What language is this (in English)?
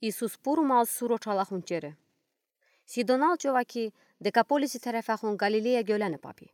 Udi